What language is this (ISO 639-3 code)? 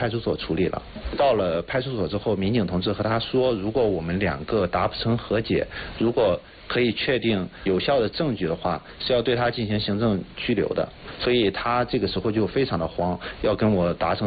zho